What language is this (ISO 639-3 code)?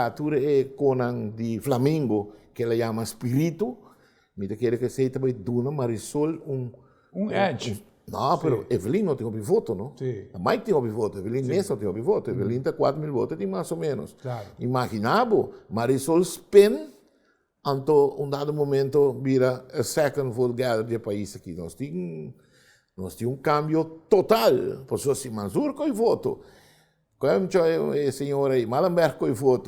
pap